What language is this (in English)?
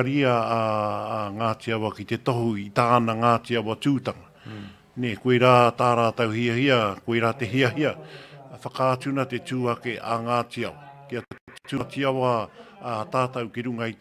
Māori